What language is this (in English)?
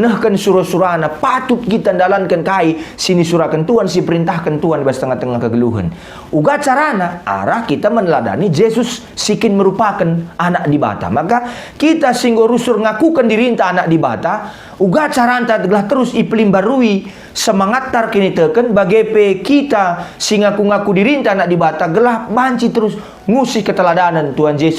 Batak Karo